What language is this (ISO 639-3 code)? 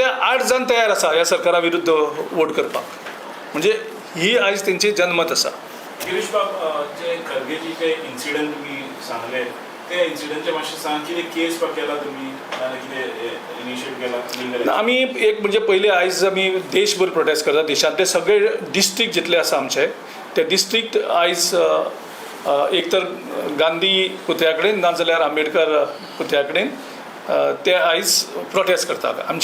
kok